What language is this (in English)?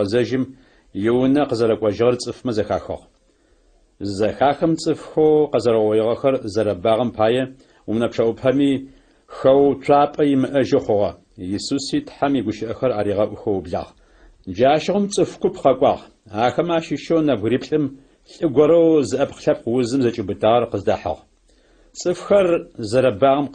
Adyghe